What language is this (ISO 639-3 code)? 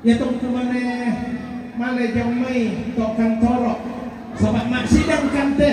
sda